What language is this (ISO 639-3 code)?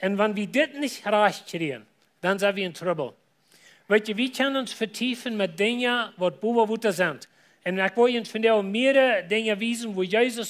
pdt